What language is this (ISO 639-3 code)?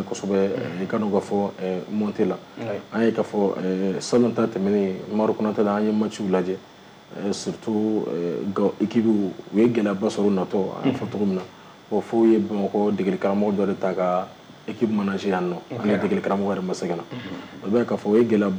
bam